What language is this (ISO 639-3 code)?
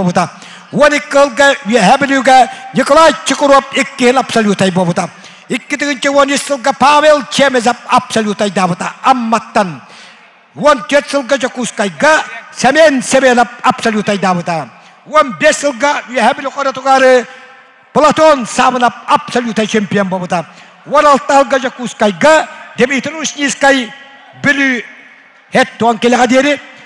sah